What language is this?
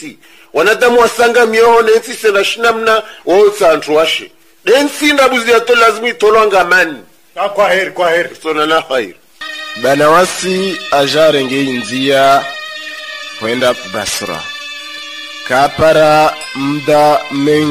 Swahili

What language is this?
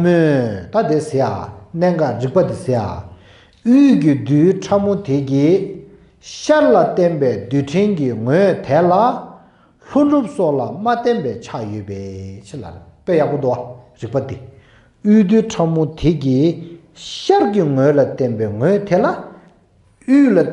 Tibetan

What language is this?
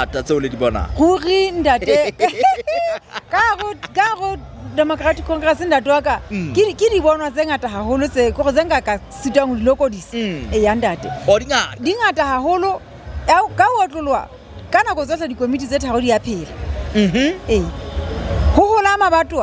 Southern Sotho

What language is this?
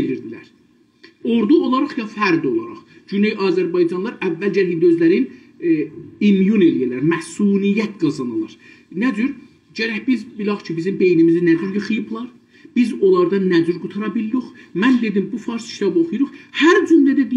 South Azerbaijani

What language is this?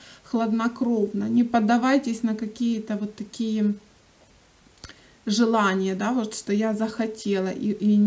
Russian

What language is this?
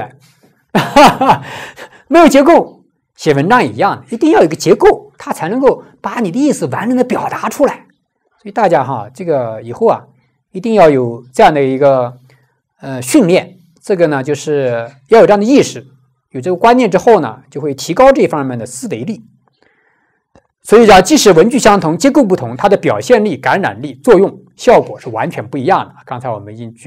Chinese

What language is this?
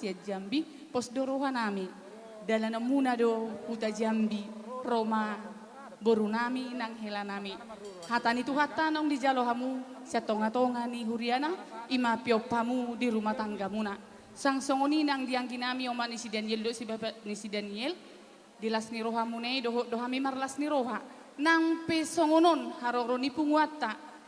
Batak Toba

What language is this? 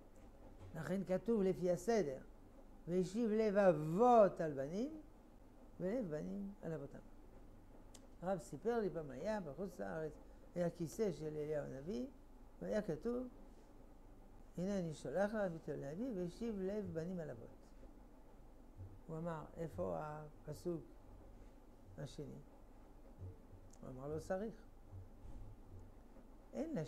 Hebrew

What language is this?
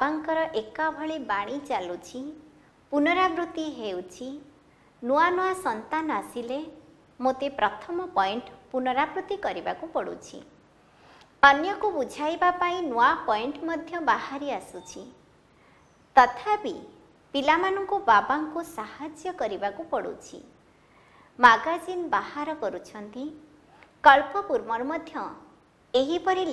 Odia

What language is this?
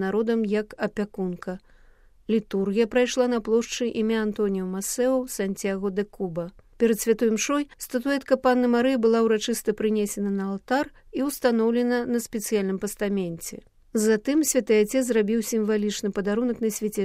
Belarusian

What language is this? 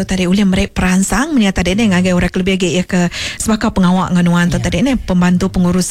Iban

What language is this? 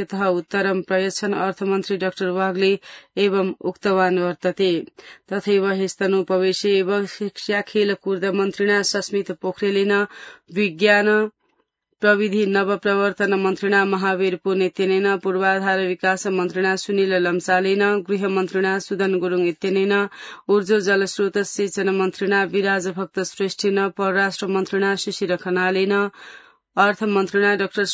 Sanskrit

